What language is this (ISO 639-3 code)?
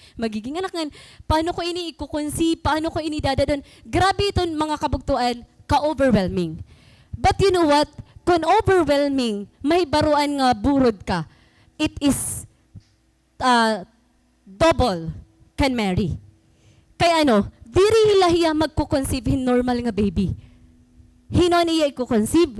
war